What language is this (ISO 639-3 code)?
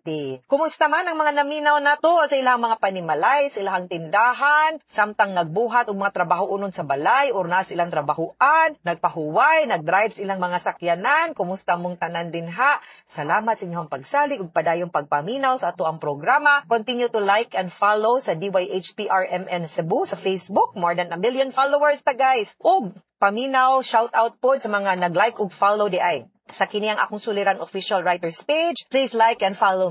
ceb